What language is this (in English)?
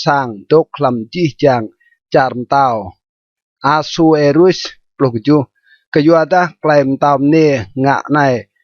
Rade